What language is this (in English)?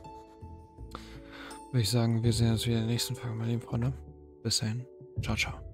German